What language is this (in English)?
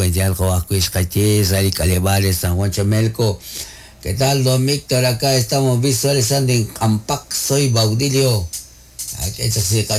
Kekchí